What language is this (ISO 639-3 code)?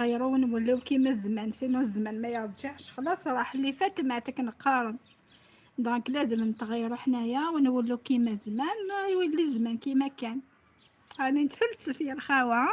arq